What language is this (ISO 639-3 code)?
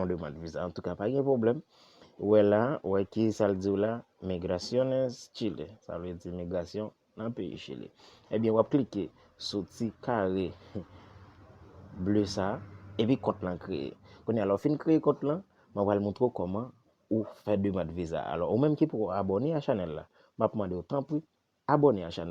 hat